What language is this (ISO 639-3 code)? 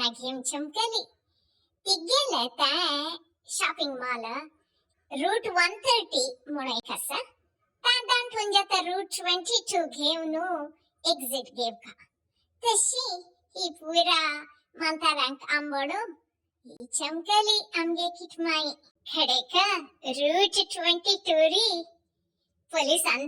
kok